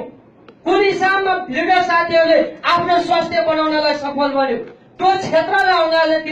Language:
Nepali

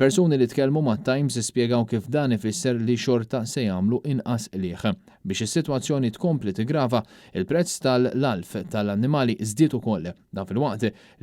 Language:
Maltese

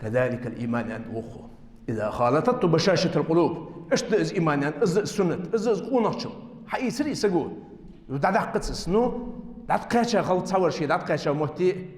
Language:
Ingush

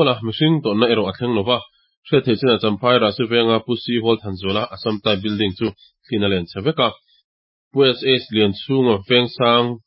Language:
Mizo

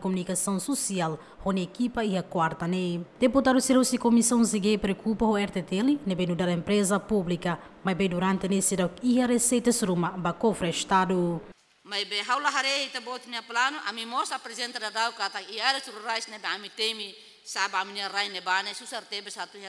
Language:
Tetum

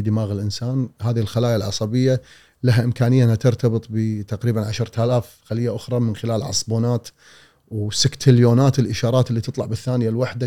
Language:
Gulf Arabic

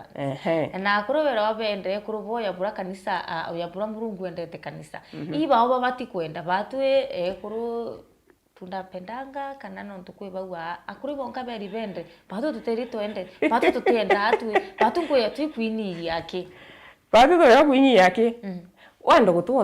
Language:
Meru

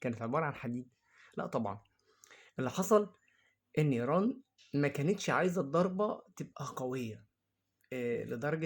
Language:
Egyptian Arabic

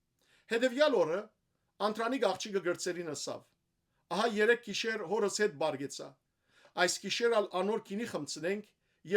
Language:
Western Armenian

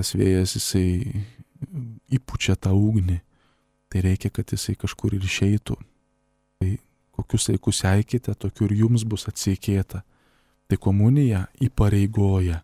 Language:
Lithuanian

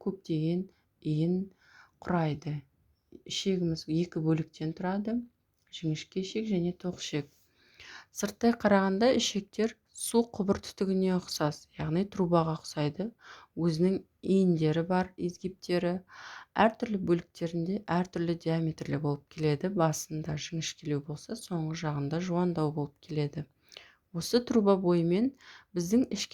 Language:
Kazakh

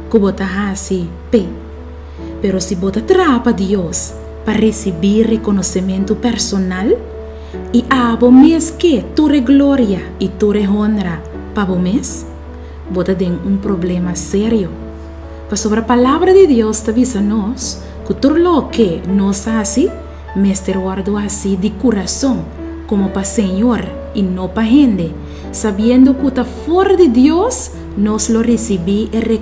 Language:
Papiamento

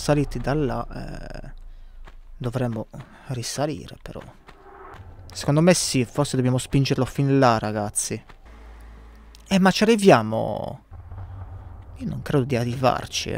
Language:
Italian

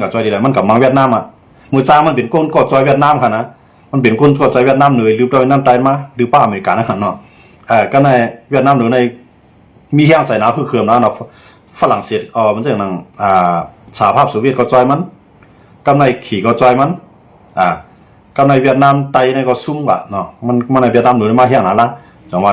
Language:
Shan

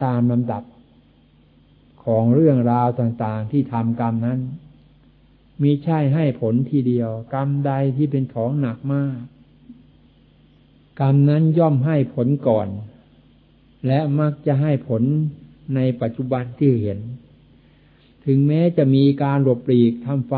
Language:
Thai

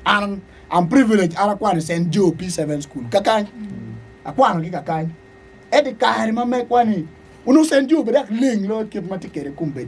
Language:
Acoli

